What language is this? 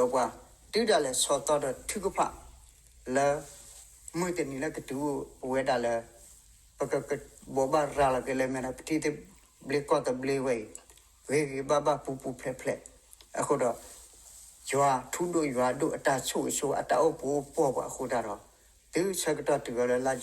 S'gaw Karen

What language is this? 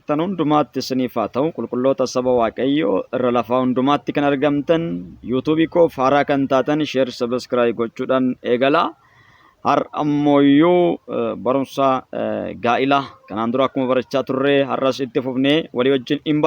Oromo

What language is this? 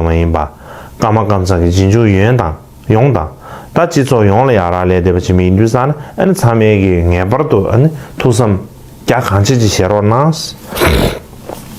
Tibetan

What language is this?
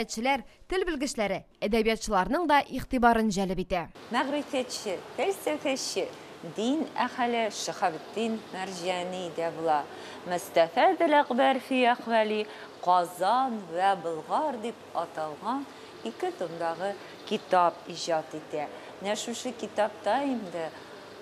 Tatar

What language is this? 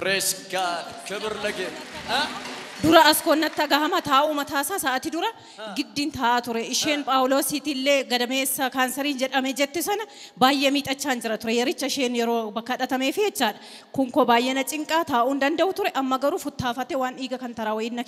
Oromo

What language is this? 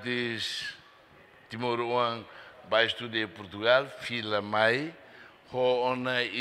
Tetum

